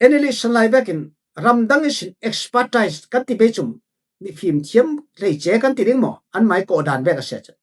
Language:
Falam Chin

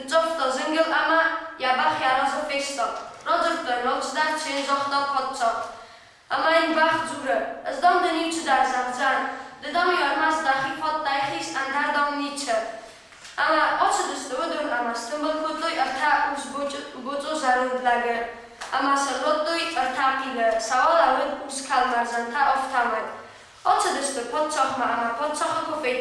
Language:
Ossetic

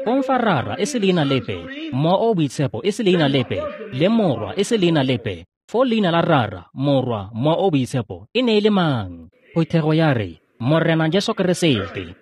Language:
Tswana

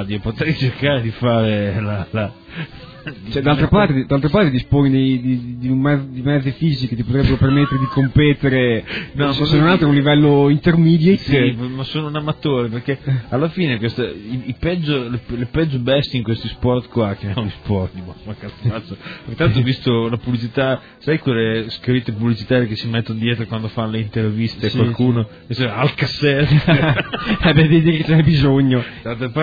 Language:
Italian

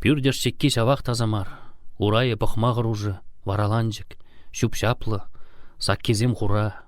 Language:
Chuvash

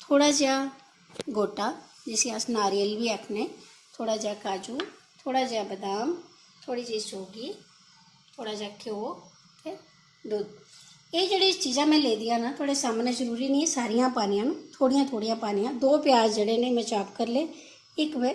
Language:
Dogri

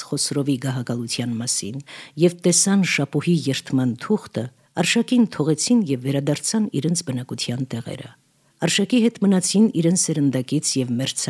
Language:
Armenian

